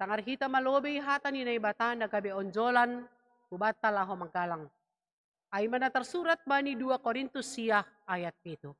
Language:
Batak Simalungun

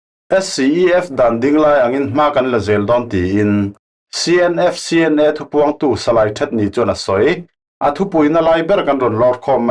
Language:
Falam Chin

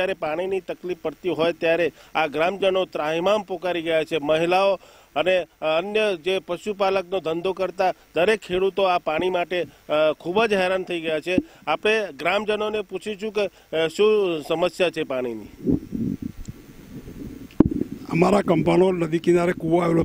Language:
Gujarati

